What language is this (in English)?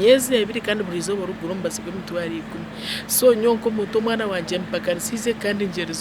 Nyankole